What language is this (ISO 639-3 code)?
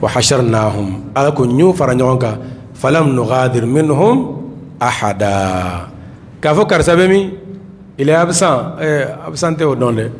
bam